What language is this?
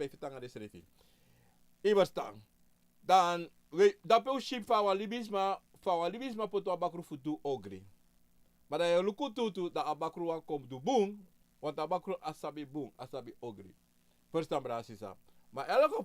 Sranan Tongo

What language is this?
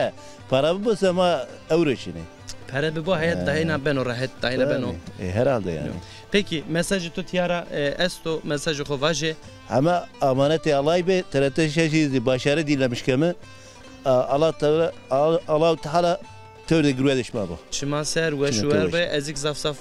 Zaza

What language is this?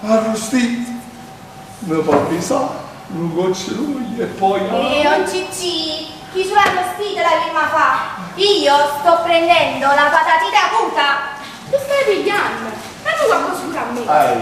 Neapolitan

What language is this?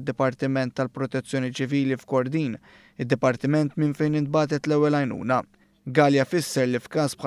Maltese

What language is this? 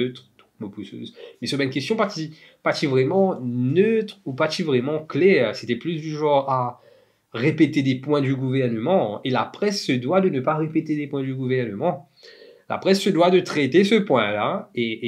Morisyen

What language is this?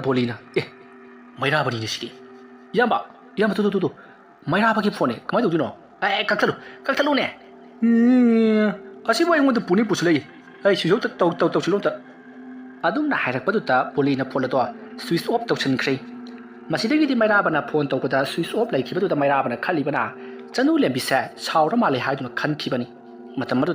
Manipuri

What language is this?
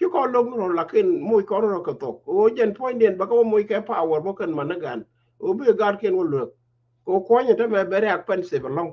Nuer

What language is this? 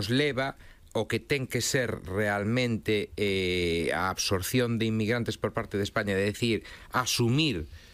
Galician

